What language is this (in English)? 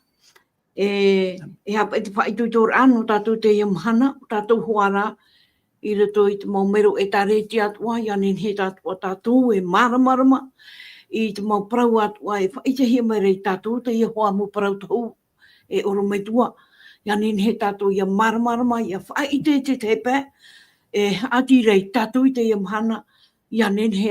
Tahitian